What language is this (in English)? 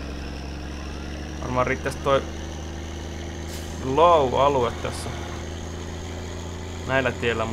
Finnish